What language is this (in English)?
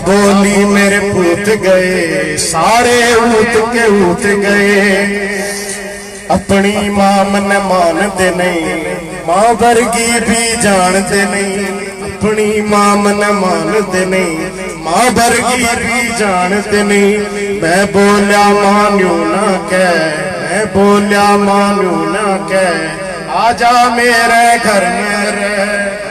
Haryanvi